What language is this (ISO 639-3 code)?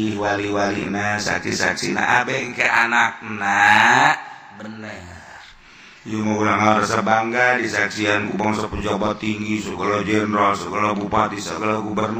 sun